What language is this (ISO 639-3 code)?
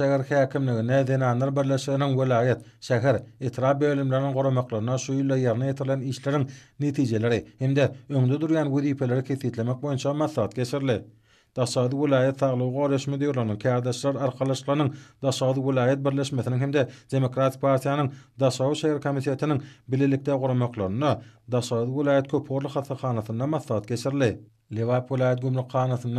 tuk